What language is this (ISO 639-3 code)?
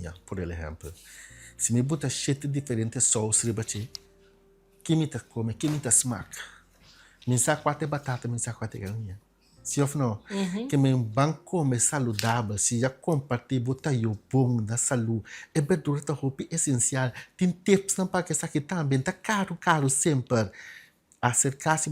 pap